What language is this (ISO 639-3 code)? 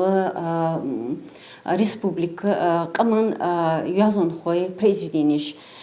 inh